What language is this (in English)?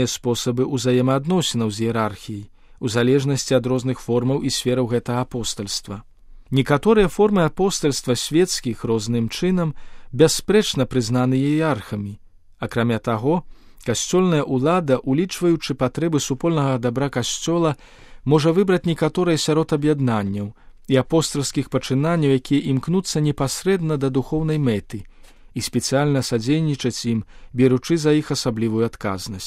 Belarusian